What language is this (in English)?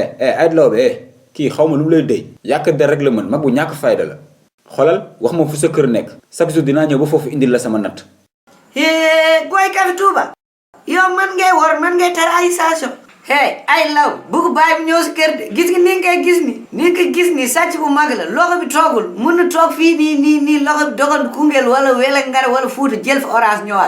Wolof